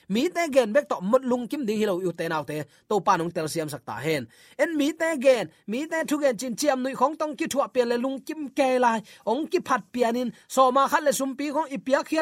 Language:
Tedim Chin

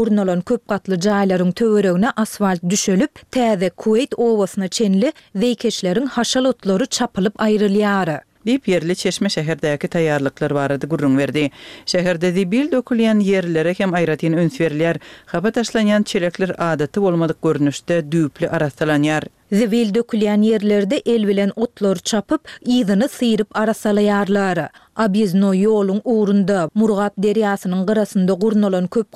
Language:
Turkmen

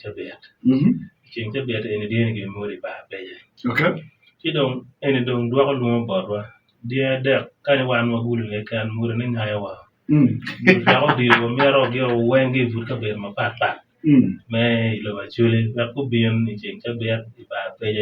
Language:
Acoli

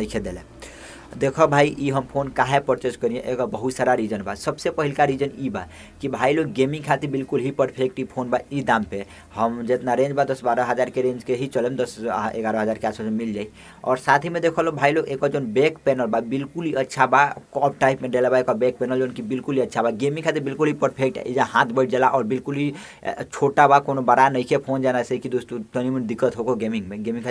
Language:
Bhojpuri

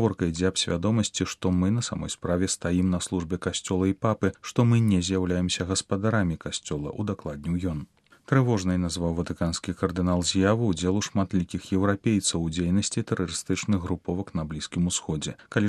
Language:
Belarusian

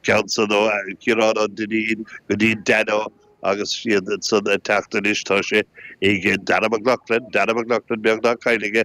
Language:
Irish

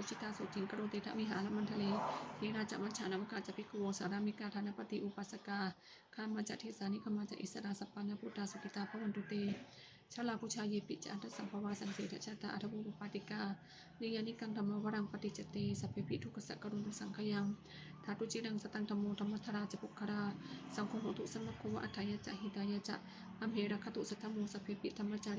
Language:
Pali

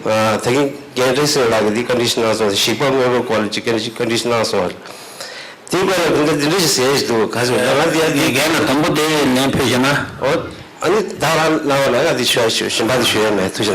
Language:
Tibetan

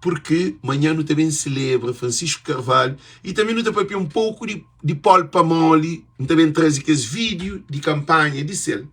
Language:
Kabuverdianu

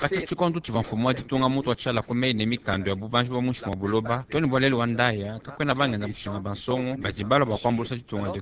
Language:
Luba-Lulua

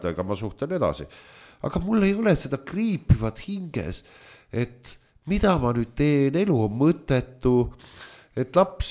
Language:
Estonian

